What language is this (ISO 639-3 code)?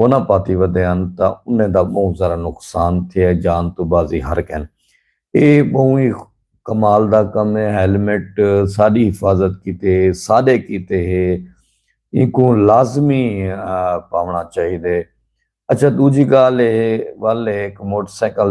skr